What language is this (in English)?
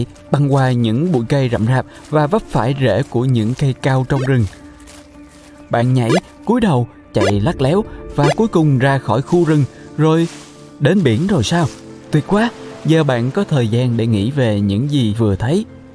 Vietnamese